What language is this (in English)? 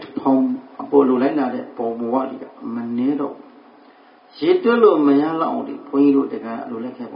Burmese